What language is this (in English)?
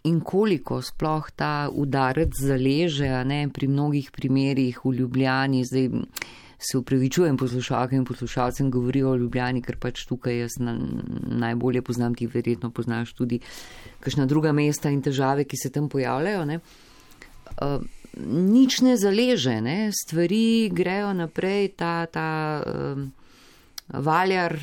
Slovenian